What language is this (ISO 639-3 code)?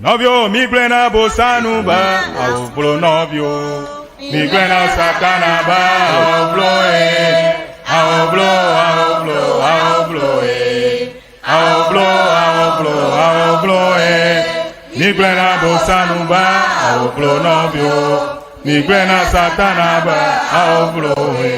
ewe